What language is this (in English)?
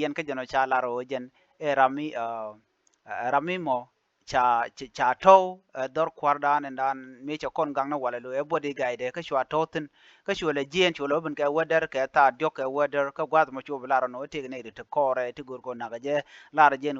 Nuer